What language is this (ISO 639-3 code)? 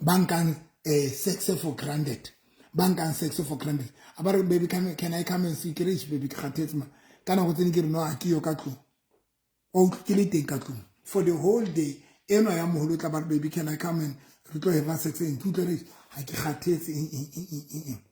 sot